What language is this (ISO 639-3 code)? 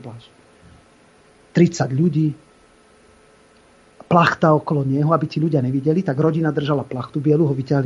slk